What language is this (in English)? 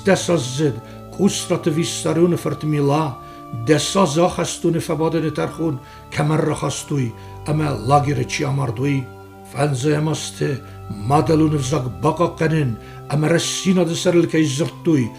Ossetic